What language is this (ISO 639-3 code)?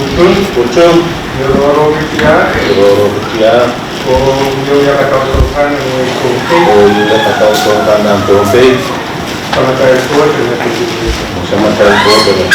pon